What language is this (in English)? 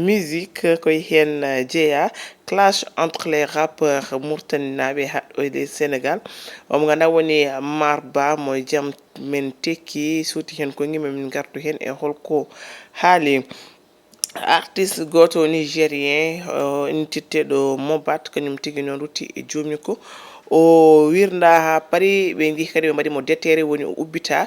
Fula